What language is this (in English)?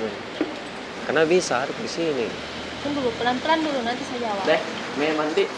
Makassar Malay